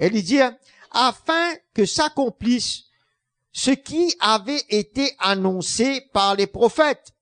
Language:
Morisyen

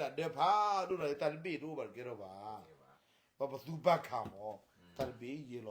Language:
S'gaw Karen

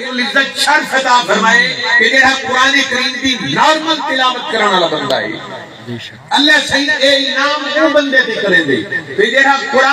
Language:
Saraiki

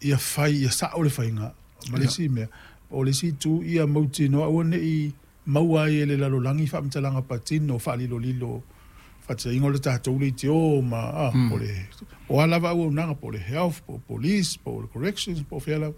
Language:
Samoan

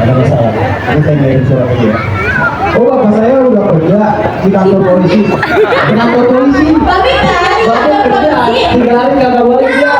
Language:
Betawi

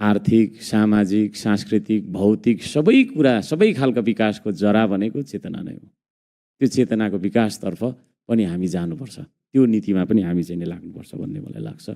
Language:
Nepali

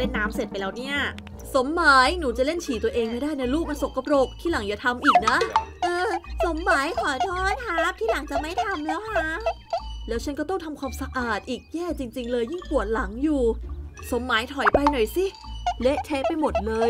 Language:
Thai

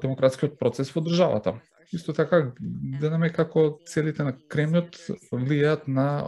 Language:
Macedonian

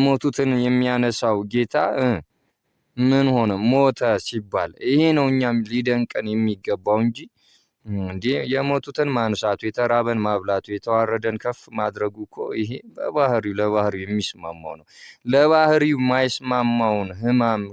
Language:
Amharic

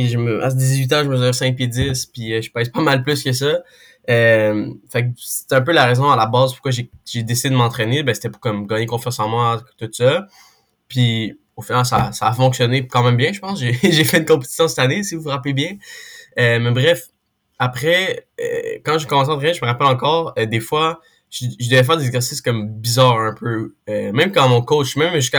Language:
French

